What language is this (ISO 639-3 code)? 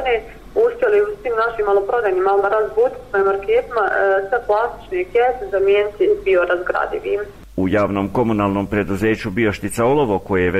bos